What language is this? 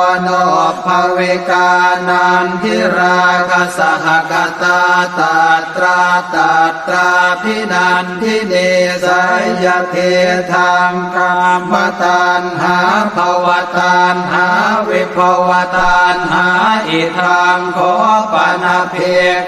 Pali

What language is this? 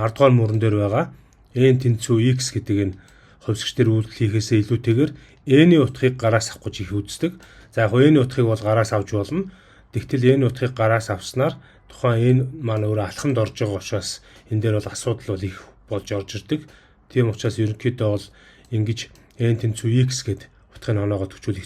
Mongolian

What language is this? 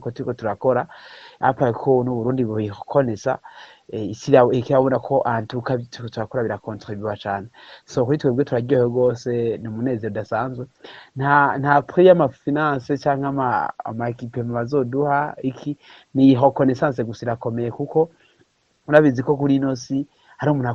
Rundi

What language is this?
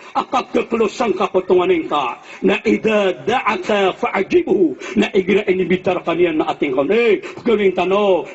Maranao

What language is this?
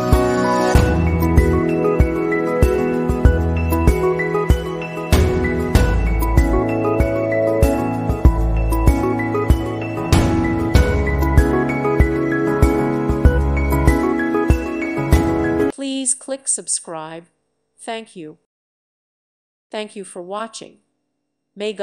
English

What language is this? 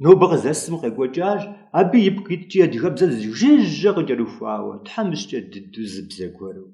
Kabardian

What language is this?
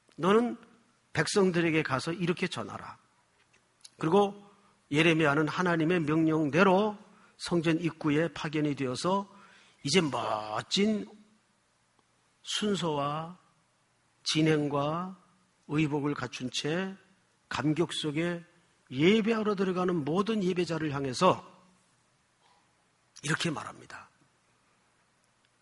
Korean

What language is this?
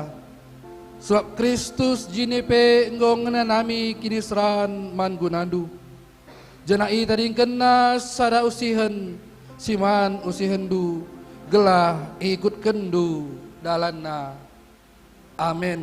Batak Karo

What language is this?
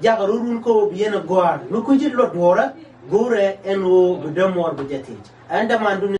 Nuer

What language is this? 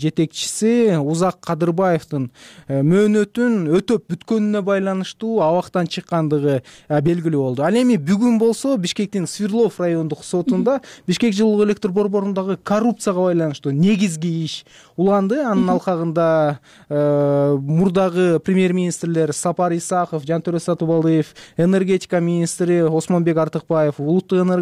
Kyrgyz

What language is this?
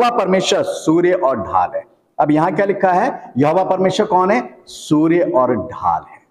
Hindi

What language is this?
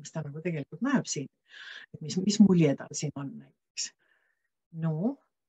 Estonian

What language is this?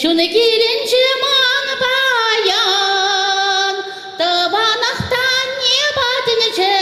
Chuvash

